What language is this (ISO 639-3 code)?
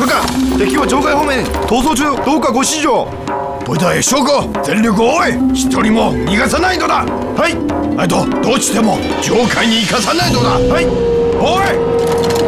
jpn